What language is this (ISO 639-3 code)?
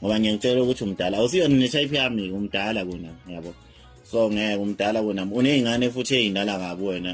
zul